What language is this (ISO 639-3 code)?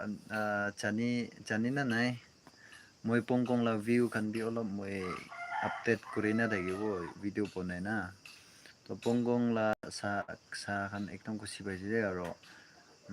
nag